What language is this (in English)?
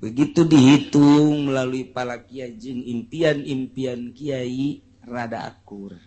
Sundanese